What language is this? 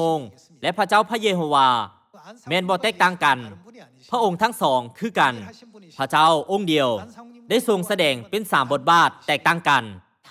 Lao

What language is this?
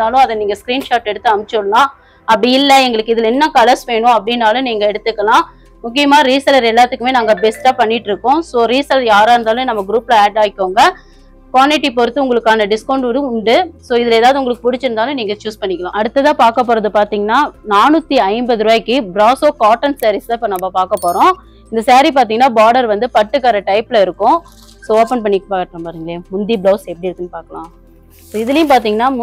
Tamil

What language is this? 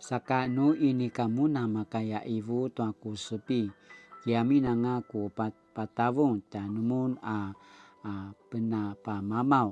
Paiwan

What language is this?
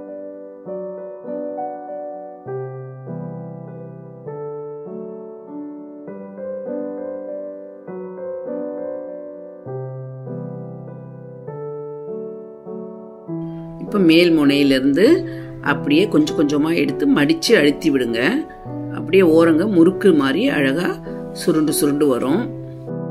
Tamil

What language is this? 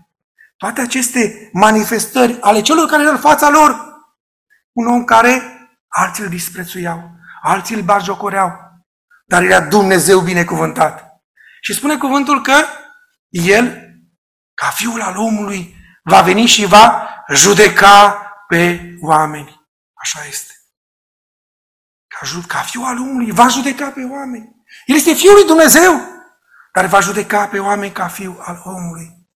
Romanian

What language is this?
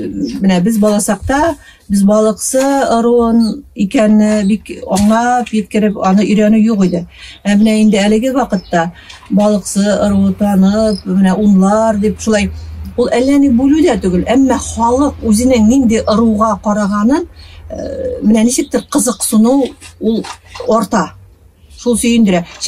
Bashkir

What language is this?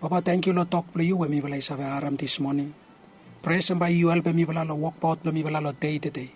Bislama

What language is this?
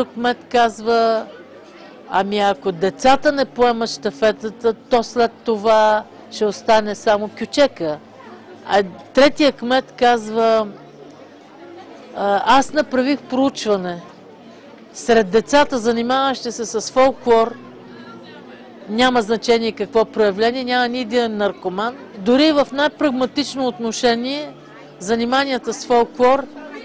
Bulgarian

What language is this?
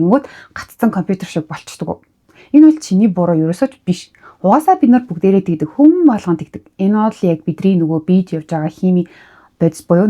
Mongolian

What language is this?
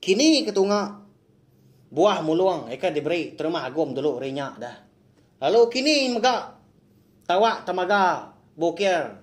Iban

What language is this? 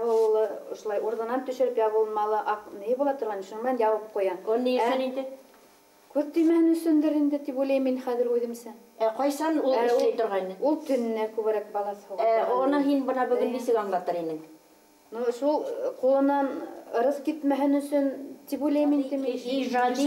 Bashkir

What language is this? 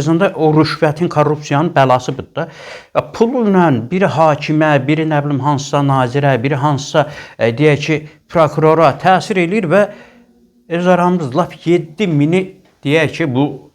Azerbaijani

